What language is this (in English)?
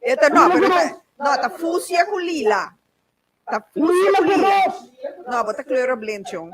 Papiamento